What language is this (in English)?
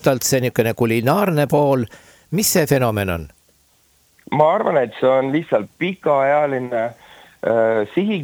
Estonian